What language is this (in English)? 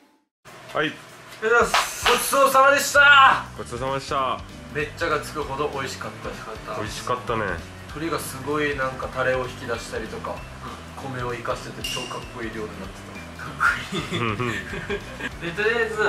Japanese